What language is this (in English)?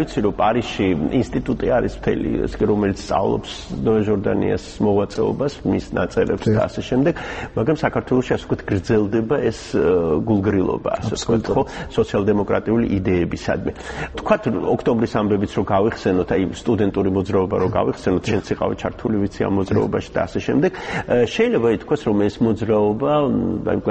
Georgian